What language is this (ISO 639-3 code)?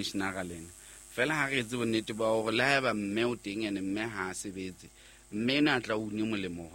sot